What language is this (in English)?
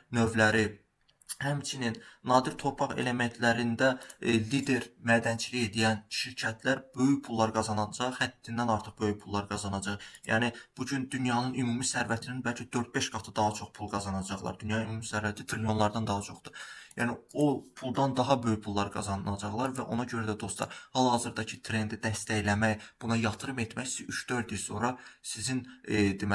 Azerbaijani